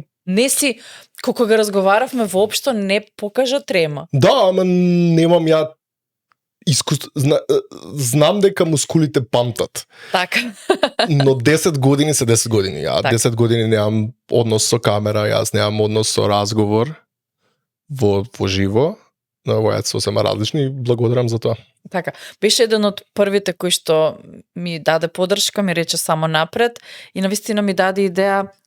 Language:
Macedonian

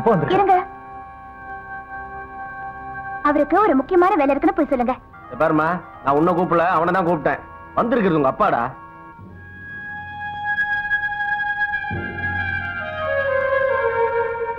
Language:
Tamil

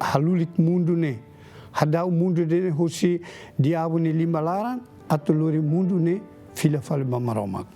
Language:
Tetum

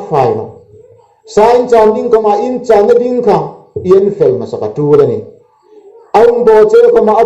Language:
Hmar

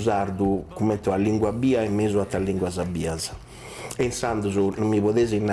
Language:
Sardinian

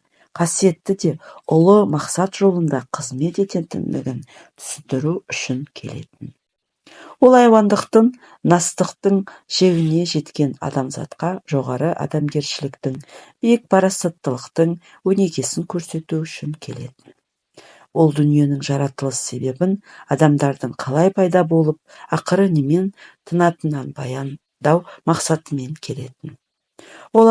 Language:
Kazakh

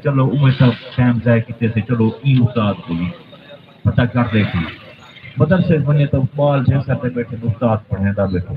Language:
Saraiki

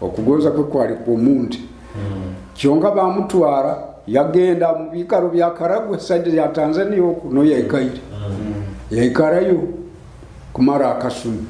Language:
Nyoro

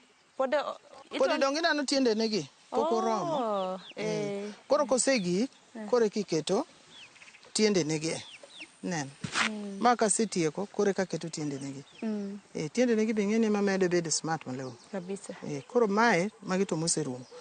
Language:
Luo (Kenya and Tanzania)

